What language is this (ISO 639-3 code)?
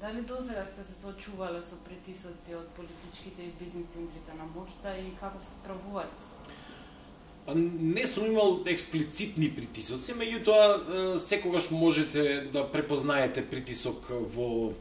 mkd